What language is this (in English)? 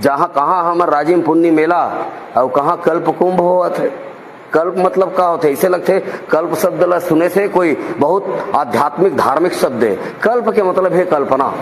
Chhattisgarhi